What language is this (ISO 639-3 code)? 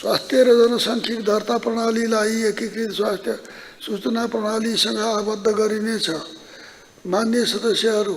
nep